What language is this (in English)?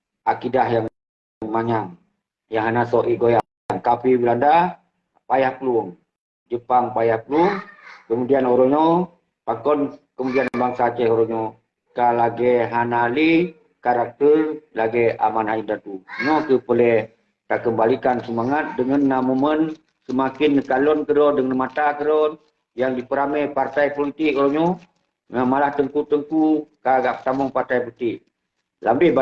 Achinese